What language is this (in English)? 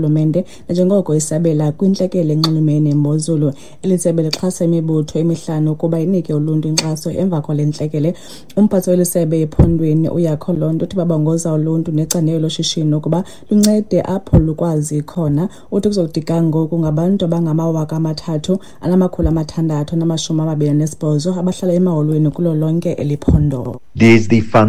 Xhosa